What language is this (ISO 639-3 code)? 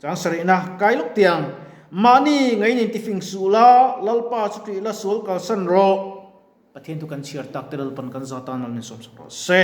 lus